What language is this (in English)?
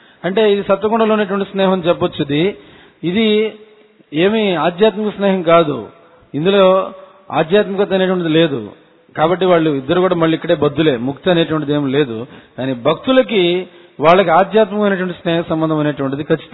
Telugu